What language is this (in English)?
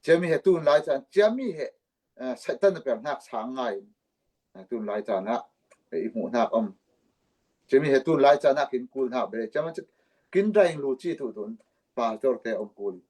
Falam Chin